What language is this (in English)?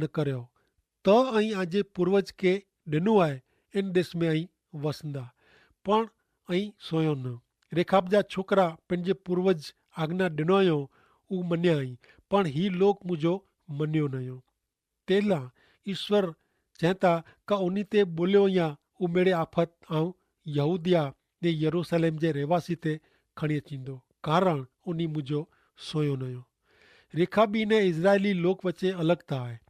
Kachhi